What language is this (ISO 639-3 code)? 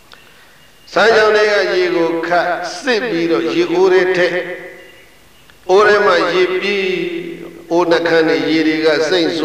mya